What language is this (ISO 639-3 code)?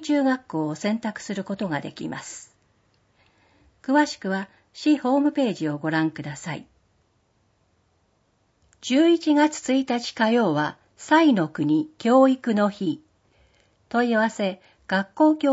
jpn